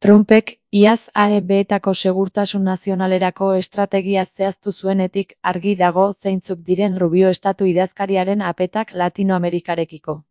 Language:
Basque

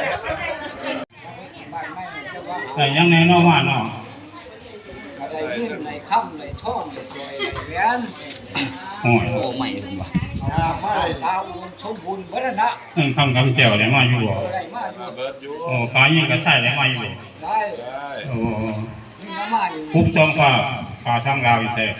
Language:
Lao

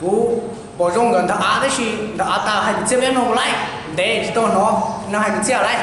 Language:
Hmong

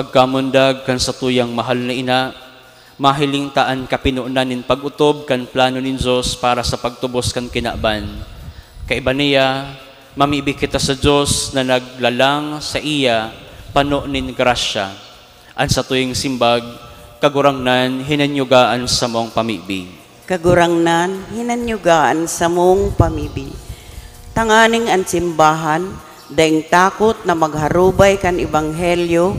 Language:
Bikol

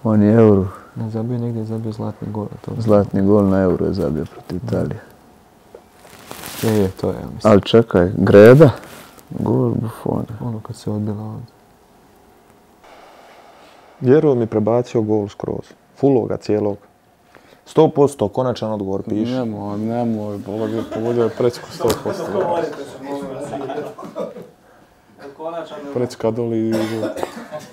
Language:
Croatian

